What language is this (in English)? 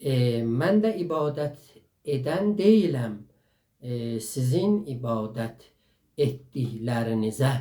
South Azerbaijani